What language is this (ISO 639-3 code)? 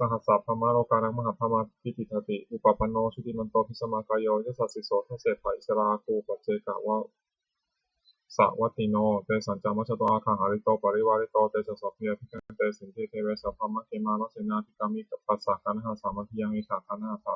pli